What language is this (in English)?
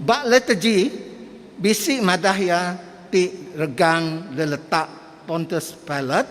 Iban